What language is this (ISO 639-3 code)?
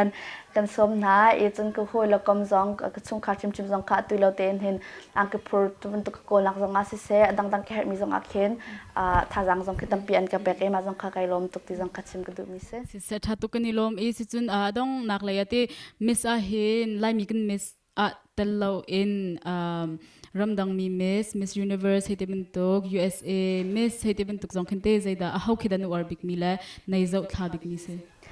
cnh